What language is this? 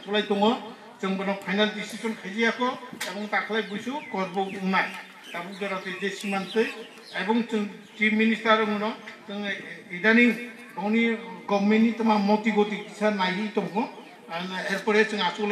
Kok Borok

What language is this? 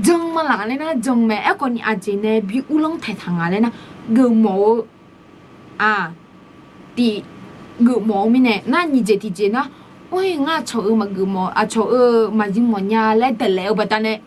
Akha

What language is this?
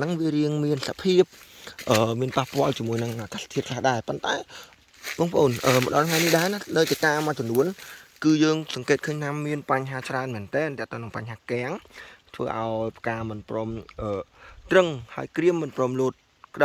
Khmer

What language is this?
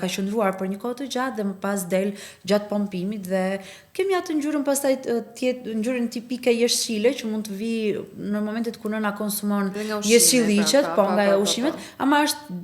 Albanian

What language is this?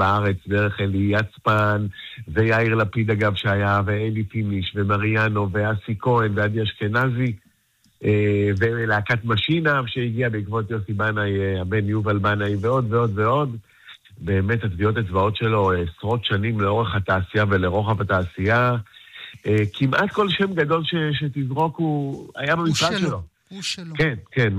Hebrew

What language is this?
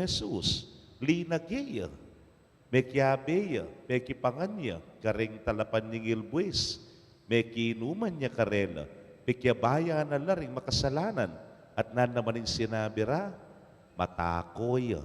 Pampanga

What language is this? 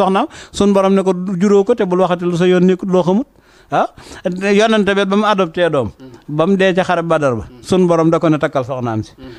Wolof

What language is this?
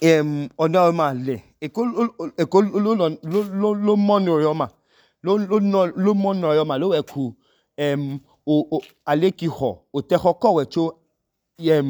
Idoma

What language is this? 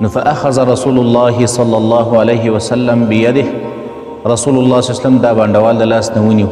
Pashto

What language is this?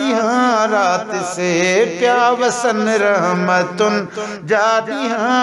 Sindhi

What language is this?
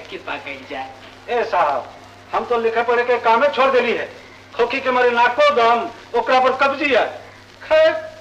Maithili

